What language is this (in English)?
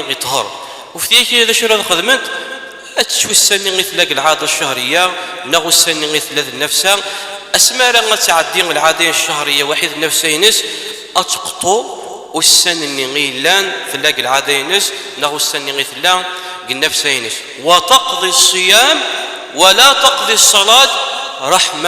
Kabyle